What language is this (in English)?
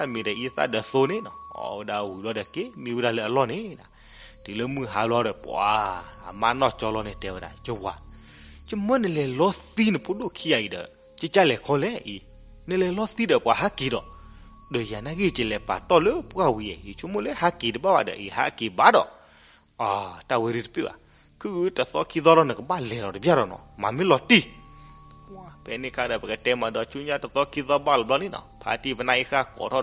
S'gaw Karen